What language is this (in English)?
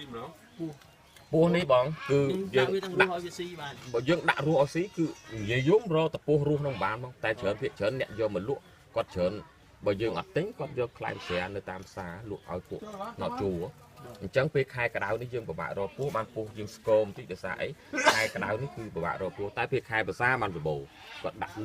Khmer